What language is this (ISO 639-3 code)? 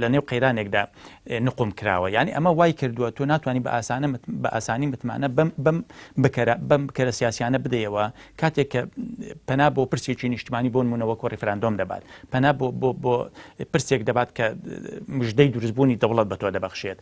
ckb